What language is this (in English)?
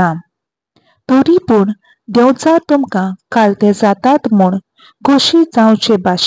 Konkani